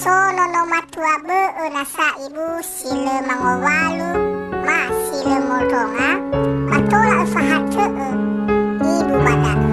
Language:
Nias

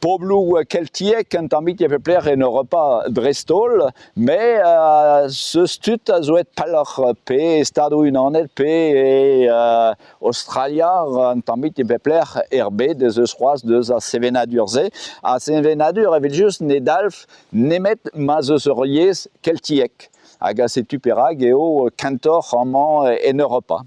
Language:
Breton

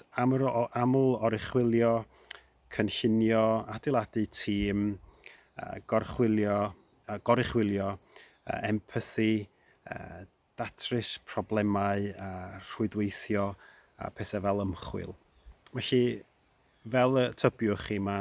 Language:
Welsh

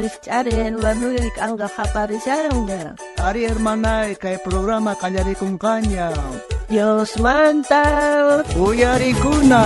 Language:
South Bolivian Quechua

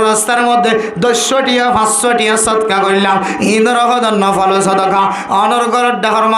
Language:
Rohingya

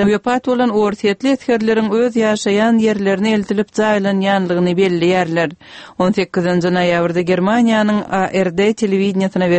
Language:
Turkmen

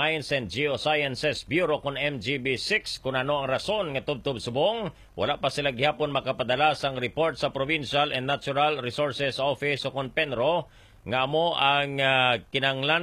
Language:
Hiligaynon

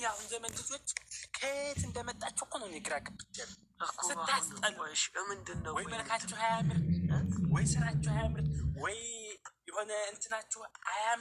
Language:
Amharic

